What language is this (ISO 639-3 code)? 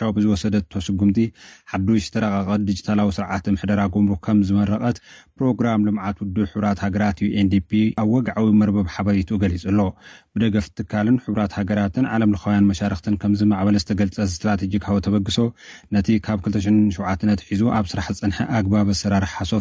tir